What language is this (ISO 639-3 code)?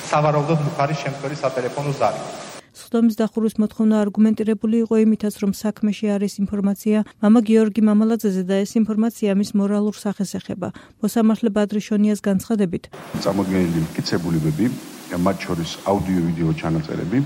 kat